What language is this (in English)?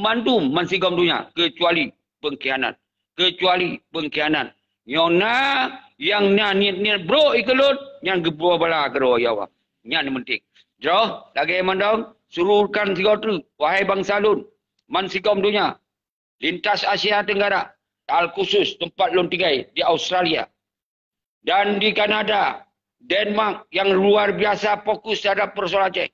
Achinese